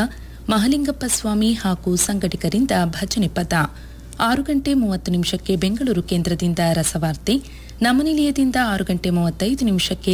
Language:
Kannada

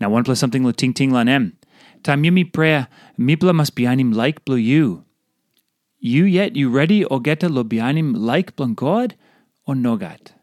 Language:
Tok Pisin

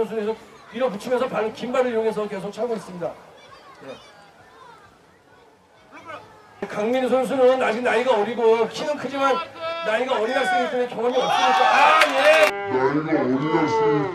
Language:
Korean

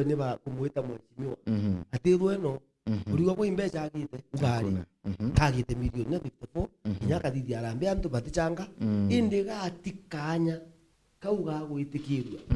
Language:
Meru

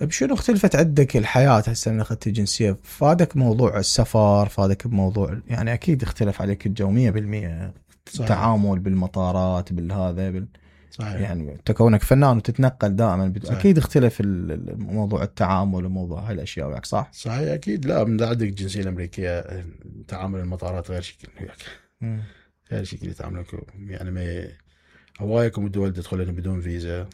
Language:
Mesopotamian Arabic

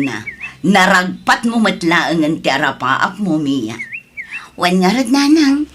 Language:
Iloko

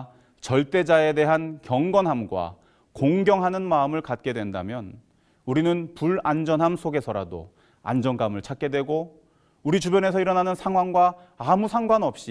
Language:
Korean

